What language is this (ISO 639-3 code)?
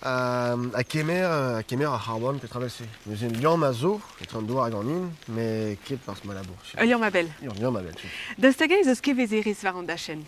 bre